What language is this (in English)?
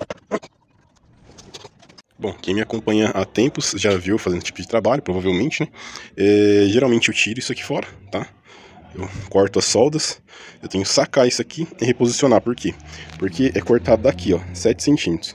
Portuguese